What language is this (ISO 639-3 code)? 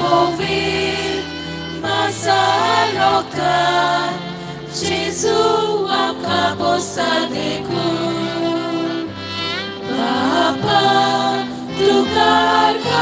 kok